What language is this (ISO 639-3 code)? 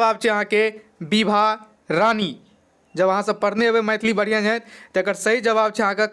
mai